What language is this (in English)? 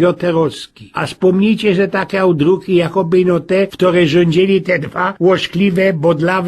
Silesian